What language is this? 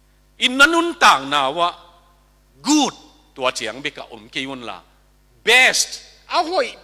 Tedim Chin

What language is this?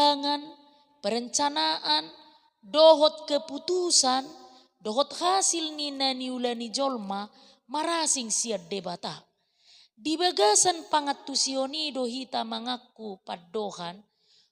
Batak Toba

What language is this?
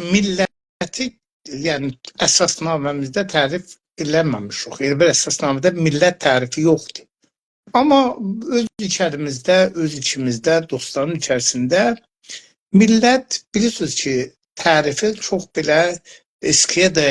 South Azerbaijani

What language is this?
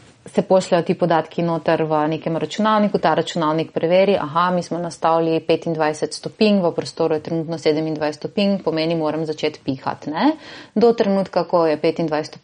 Slovenian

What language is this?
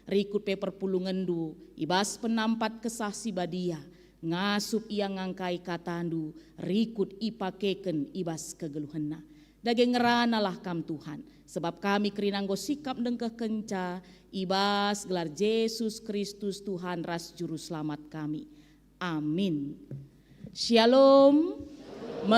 Batak Karo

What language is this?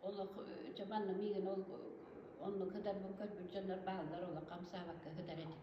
Yakut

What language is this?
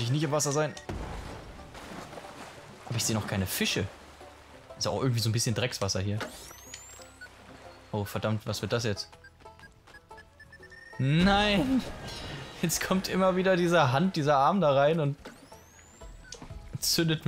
German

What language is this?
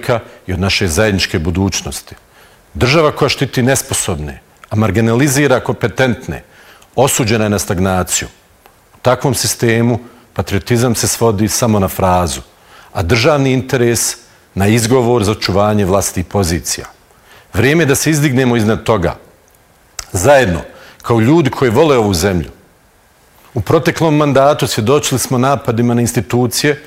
Bosnian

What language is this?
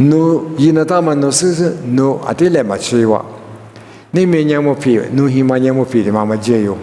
Lisu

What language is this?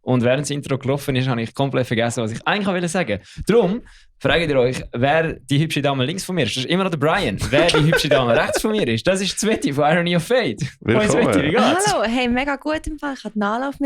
Swiss German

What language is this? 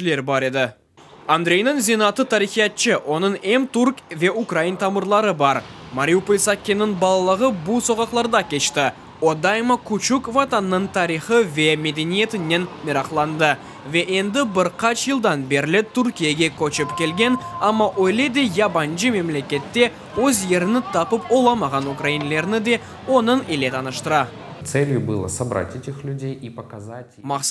Crimean Tatar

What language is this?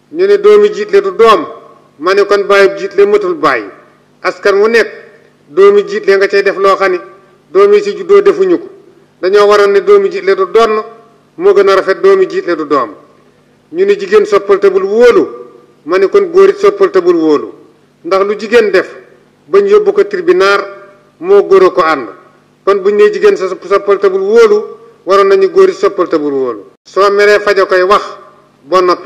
Wolof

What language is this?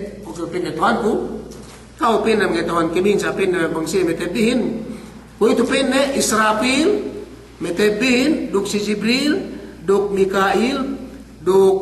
Yakan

